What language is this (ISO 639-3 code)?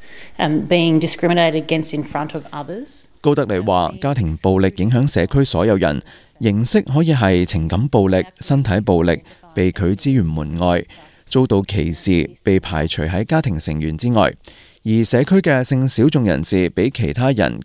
yue